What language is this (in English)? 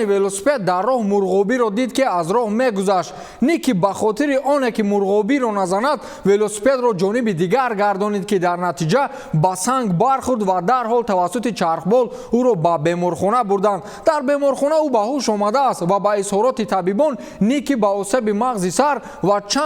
Tajik